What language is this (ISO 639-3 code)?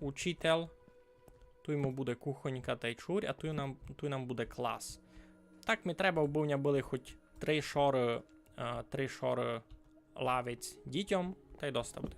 rue